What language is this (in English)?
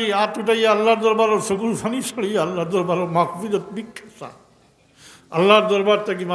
Sylheti